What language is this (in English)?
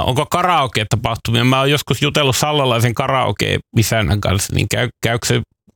Finnish